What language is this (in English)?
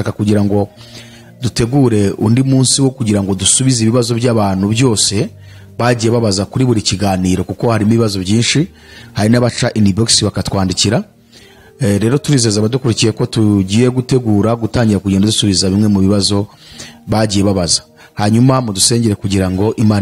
Kinyarwanda